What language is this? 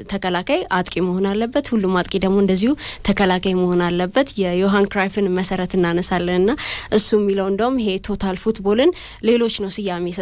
Amharic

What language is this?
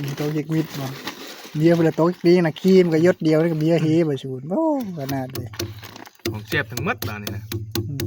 Northeastern Thai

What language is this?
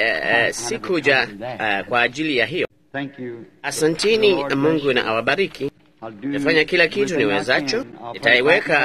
Swahili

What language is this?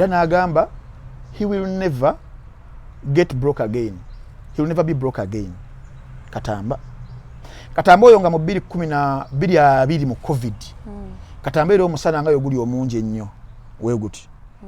Ganda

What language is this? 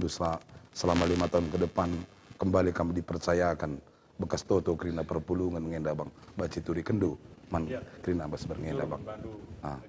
Batak Karo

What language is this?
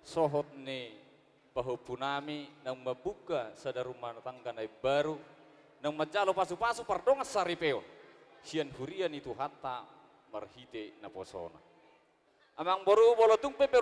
Batak Toba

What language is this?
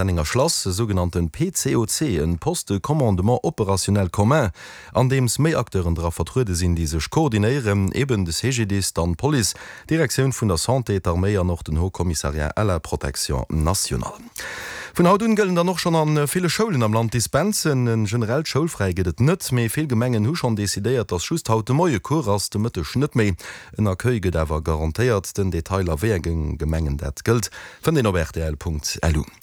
Luxembourgish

